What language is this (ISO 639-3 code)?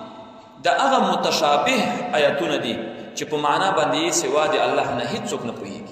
pus